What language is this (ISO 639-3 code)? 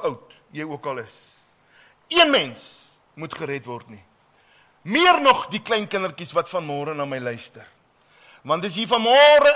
afr